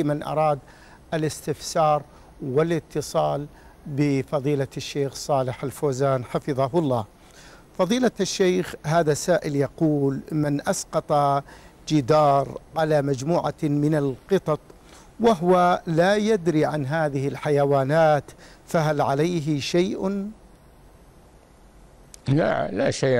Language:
Arabic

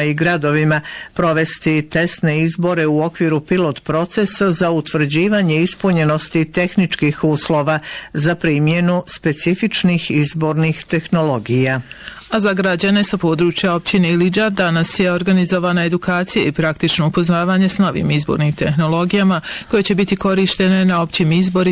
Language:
Bosnian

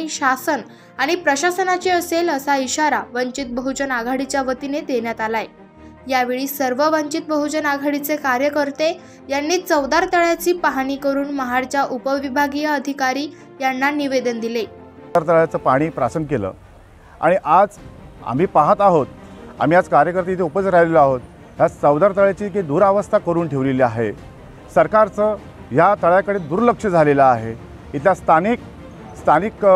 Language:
Marathi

